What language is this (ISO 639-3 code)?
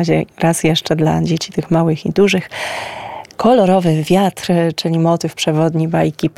pol